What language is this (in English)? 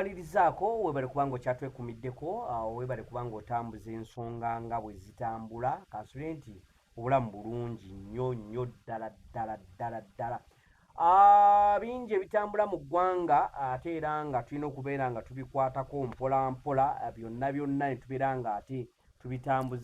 Ganda